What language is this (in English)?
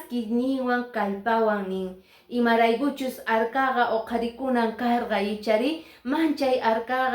Quechua